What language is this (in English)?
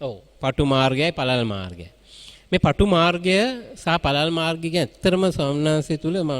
Sinhala